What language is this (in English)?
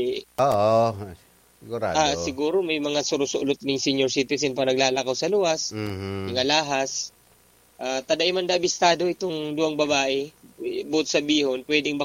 Bikol